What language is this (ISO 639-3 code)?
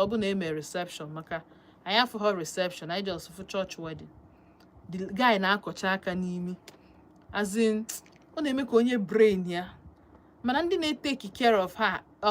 ibo